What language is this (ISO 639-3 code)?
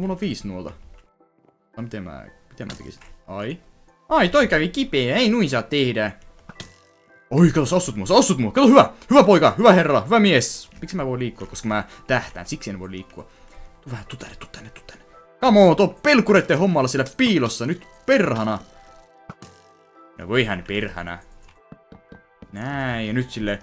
fin